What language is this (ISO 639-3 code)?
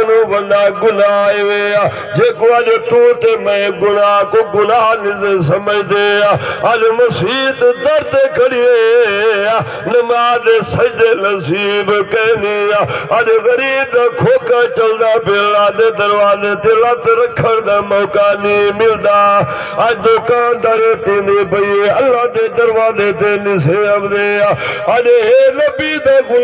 skr